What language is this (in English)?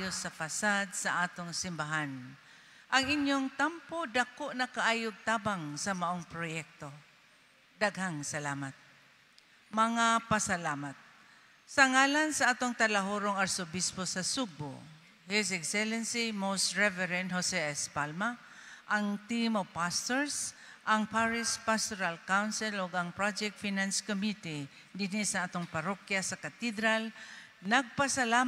Cebuano